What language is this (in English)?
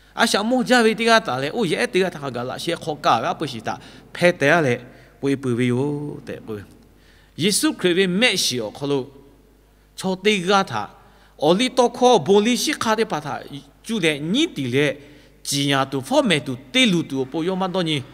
Lahu